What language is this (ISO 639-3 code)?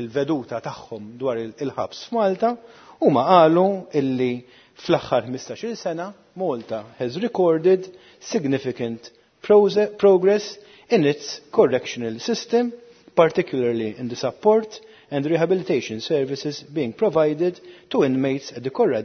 mlt